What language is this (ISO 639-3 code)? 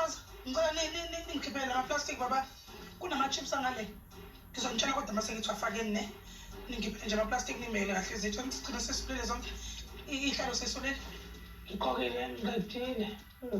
zul